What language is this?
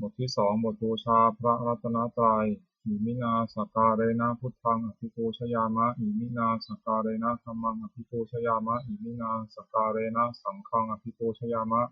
Pali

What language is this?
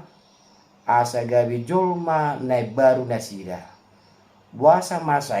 Batak Toba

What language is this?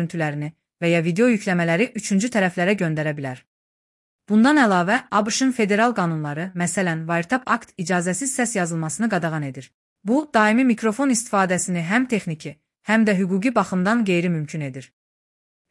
Azerbaijani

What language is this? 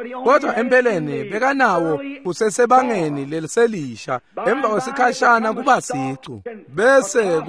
Swati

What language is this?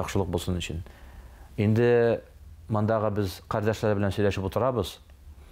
Tatar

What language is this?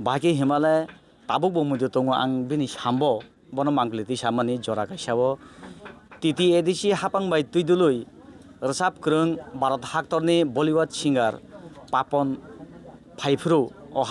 Kok Borok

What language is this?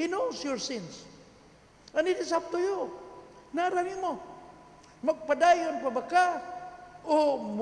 Cebuano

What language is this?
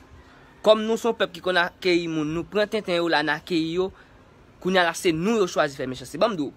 Haitian Creole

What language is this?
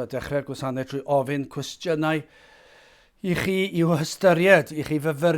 Welsh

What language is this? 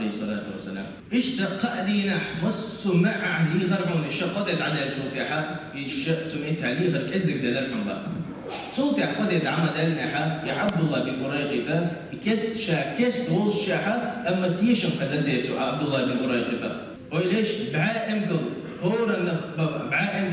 Chechen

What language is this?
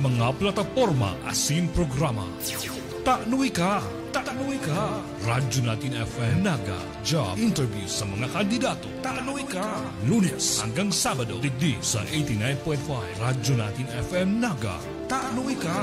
Bikol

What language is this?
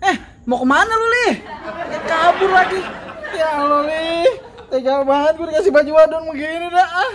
Betawi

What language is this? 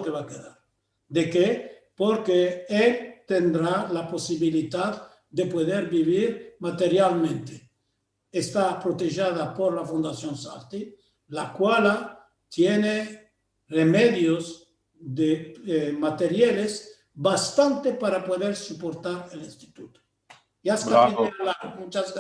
Ladino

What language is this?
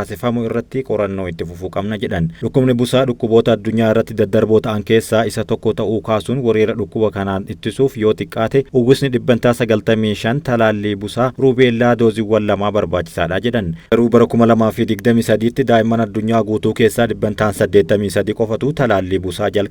Oromo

